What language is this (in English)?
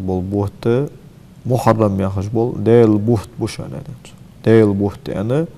Ingush